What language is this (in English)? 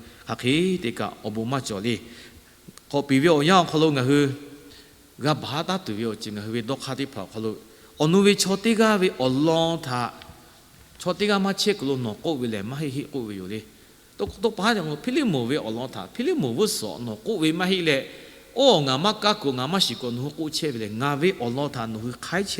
Lahu